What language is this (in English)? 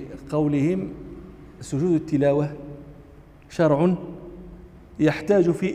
Arabic